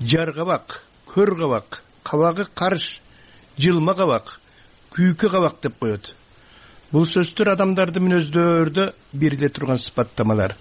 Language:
Kyrgyz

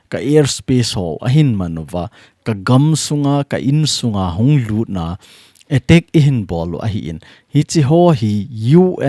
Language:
Thado Chin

